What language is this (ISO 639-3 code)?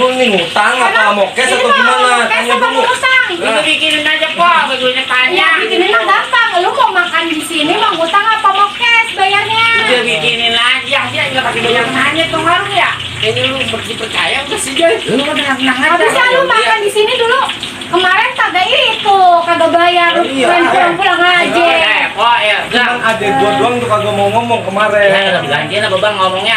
bew